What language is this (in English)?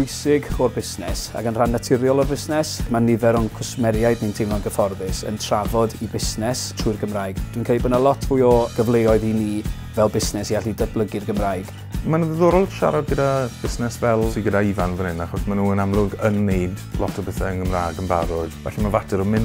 Welsh